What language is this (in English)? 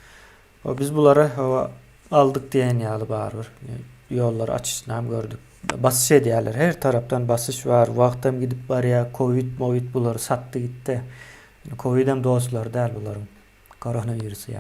Turkmen